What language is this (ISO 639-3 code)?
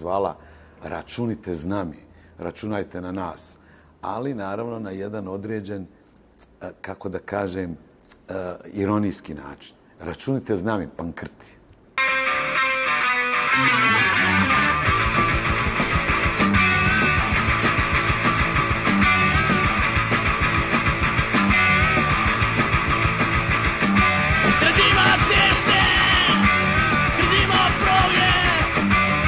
srp